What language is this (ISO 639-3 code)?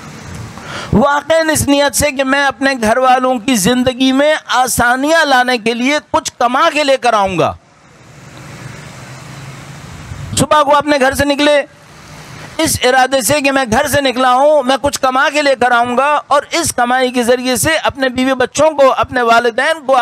urd